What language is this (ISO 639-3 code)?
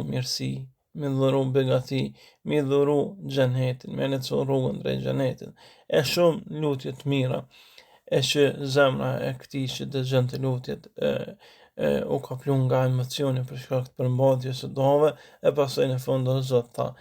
sqi